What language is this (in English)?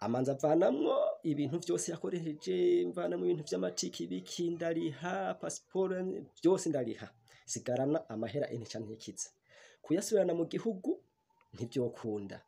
Rundi